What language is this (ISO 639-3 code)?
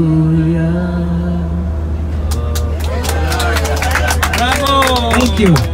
heb